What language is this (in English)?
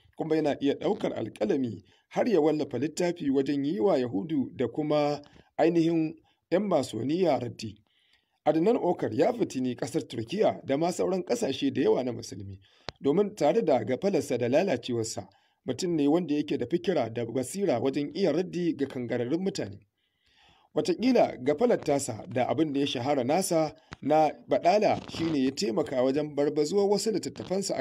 Hausa